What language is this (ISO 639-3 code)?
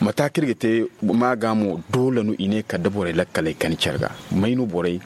dje